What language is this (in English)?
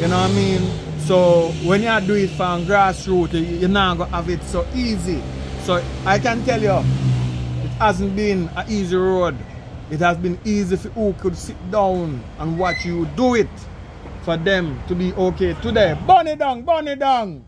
Jamaican Creole English